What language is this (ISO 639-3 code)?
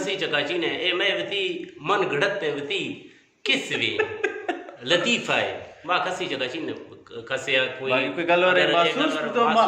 bgp